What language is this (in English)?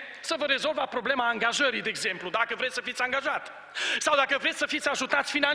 Romanian